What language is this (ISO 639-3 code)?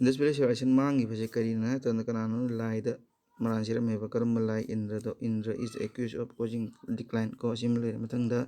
mni